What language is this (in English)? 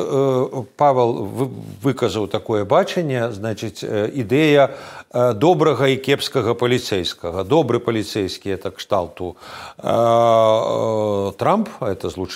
Belarusian